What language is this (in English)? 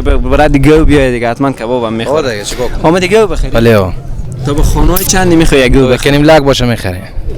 Persian